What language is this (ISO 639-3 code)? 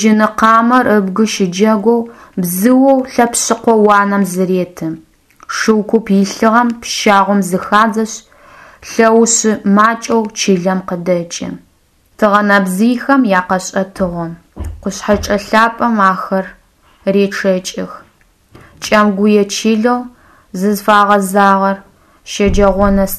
ady